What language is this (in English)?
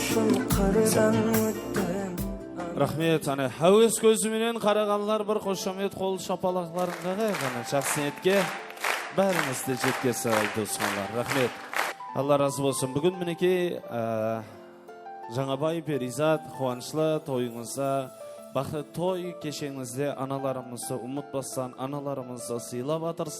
Kara-Kalpak